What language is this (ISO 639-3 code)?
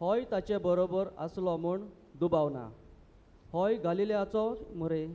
kok